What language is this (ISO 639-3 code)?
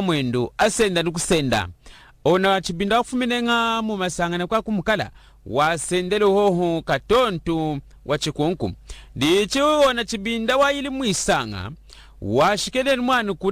lun